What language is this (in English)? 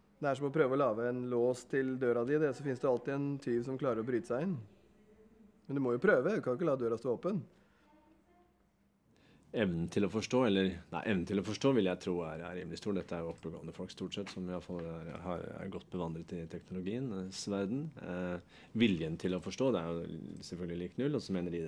Norwegian